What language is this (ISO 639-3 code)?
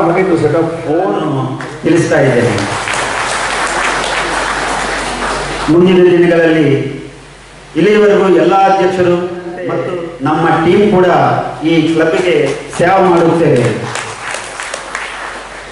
kan